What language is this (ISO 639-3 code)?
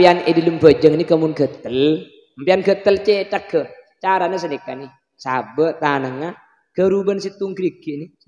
mad